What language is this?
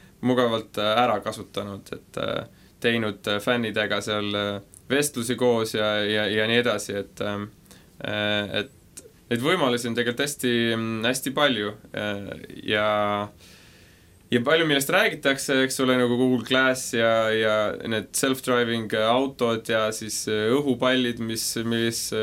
Estonian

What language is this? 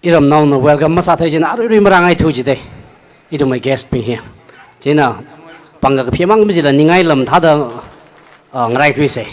Tangkhul Naga (India)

